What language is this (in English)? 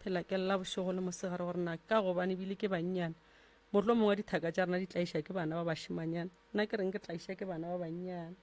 Northern Sotho